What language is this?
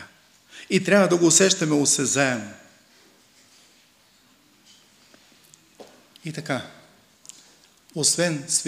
Bulgarian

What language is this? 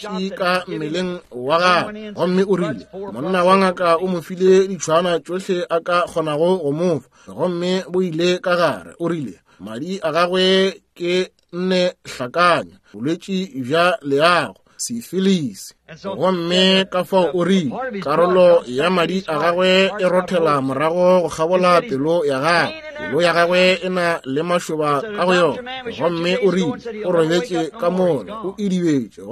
Northern Sotho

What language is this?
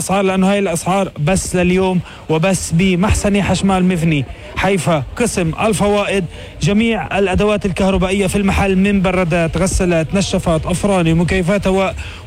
North Levantine Arabic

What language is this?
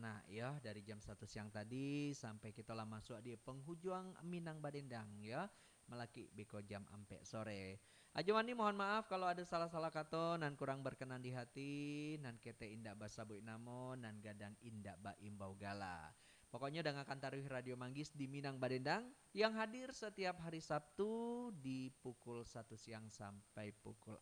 Minangkabau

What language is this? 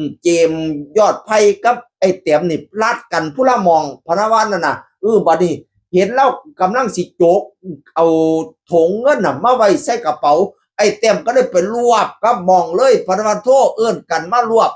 Northeastern Thai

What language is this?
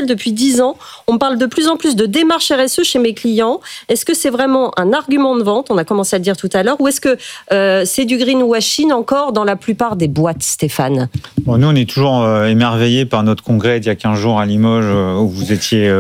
French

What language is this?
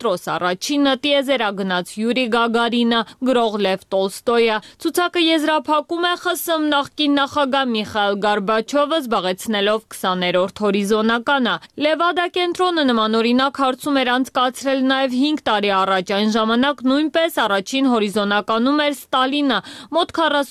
Armenian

